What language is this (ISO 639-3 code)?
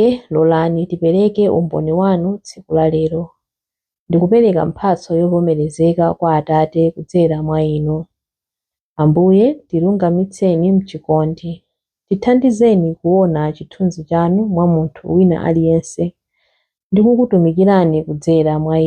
nya